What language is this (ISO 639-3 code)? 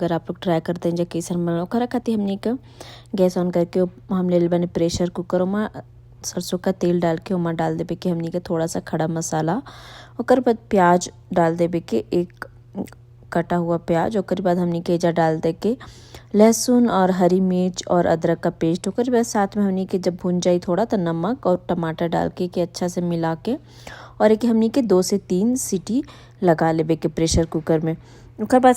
bho